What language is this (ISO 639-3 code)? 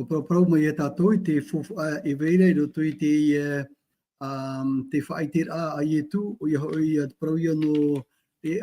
tah